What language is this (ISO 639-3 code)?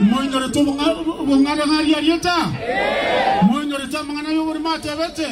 guz